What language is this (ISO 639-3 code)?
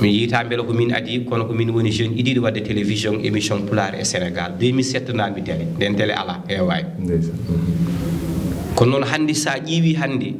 ful